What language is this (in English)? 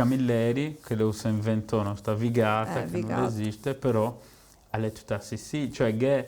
Sardinian